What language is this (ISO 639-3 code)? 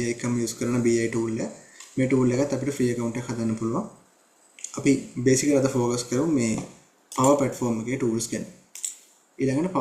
sin